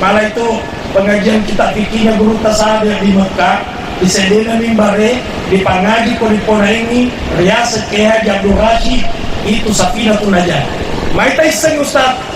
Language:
Buginese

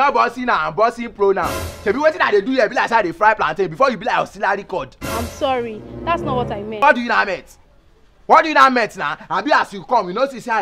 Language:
Nigerian Pidgin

